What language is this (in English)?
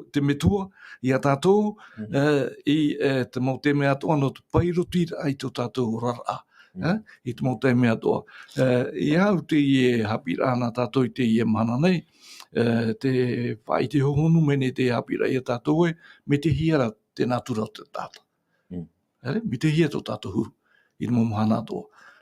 Tahitian